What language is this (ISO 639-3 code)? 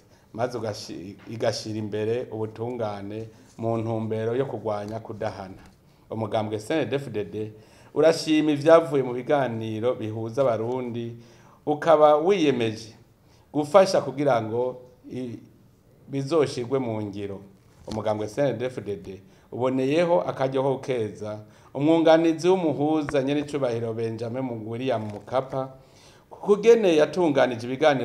run